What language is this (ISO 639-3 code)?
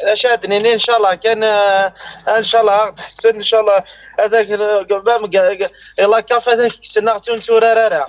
kab